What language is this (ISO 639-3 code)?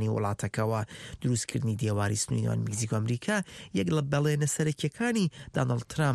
ckb